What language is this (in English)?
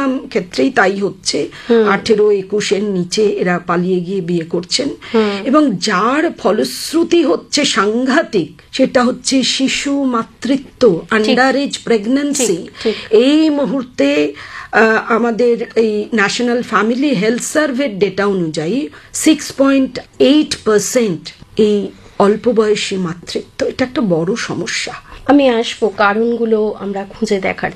Bangla